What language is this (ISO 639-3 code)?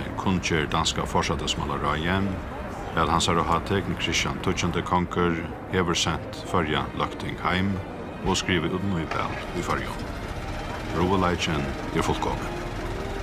fao